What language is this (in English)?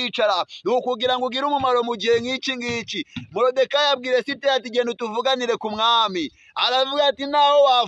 Kinyarwanda